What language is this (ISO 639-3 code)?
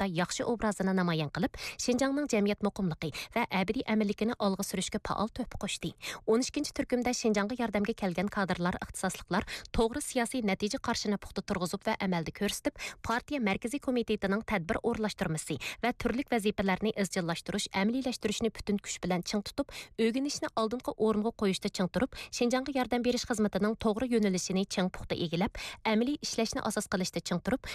uig